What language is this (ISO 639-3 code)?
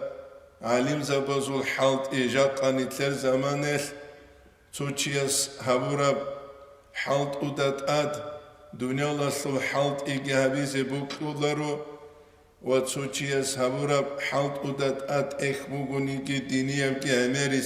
ava